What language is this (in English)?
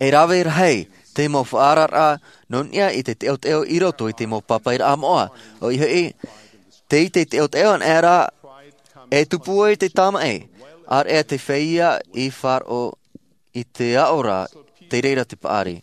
Tahitian